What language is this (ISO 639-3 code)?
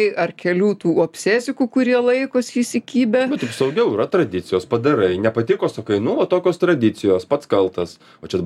lit